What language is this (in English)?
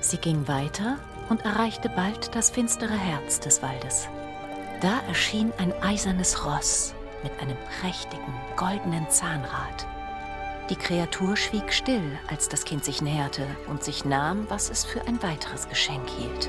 Bavarian